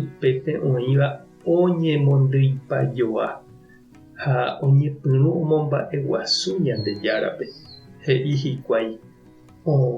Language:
Guarani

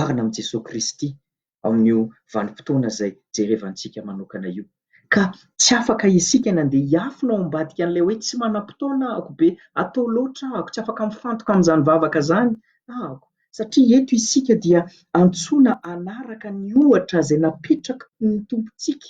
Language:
Malagasy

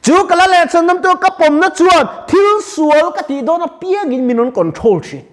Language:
Mizo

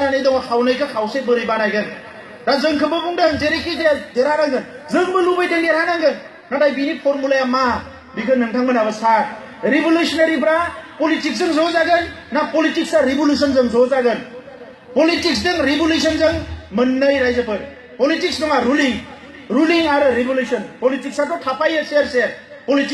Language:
Bodo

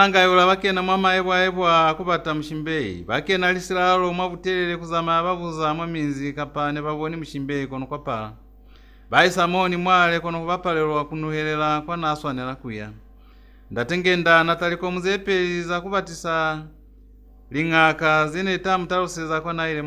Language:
Lozi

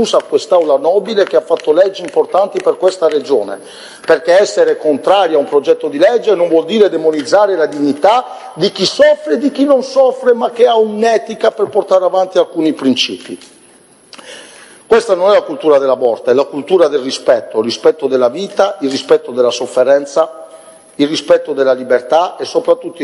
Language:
Italian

